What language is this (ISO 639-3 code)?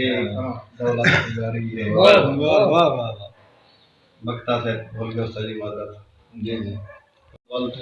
skr